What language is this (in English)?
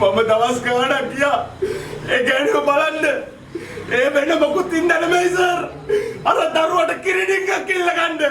Sinhala